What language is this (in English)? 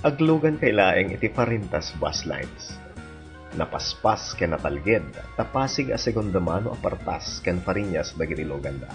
Iloko